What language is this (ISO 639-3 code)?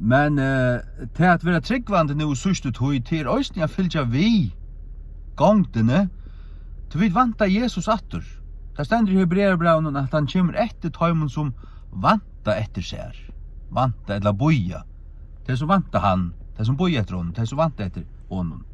fao